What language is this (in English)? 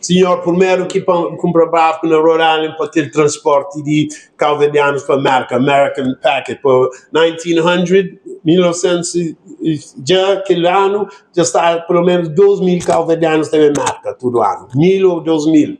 Kabuverdianu